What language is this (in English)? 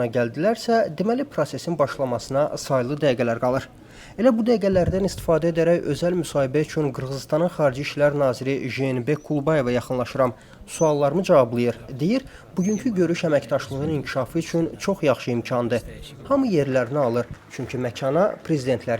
Azerbaijani